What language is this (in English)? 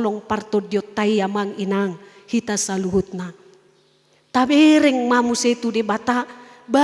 Batak Toba